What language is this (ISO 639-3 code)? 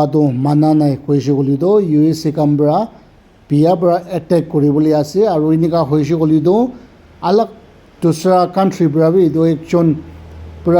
nag